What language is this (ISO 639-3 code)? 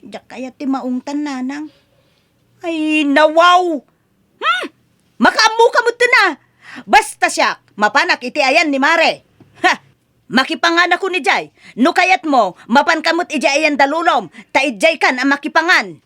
ilo